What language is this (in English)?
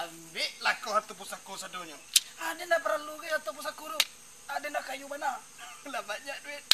Minangkabau